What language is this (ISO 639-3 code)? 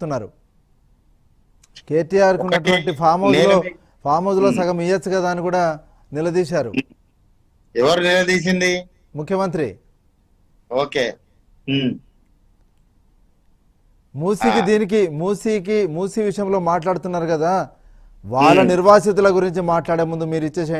tel